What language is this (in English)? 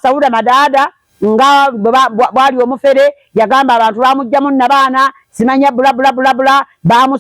Ganda